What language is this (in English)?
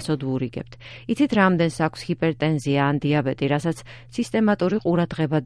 Georgian